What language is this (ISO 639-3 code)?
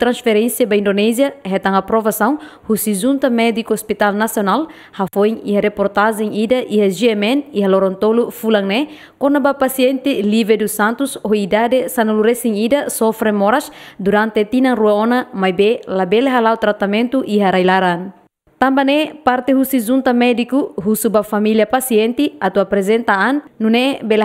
tet